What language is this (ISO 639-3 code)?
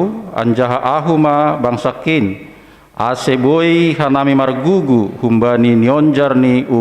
bts